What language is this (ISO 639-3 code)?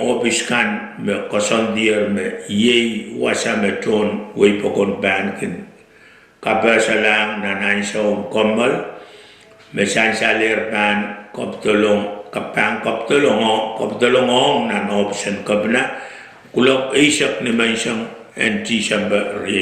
pon